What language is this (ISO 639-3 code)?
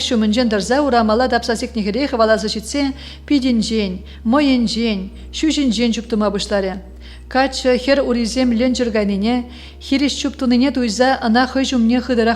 chv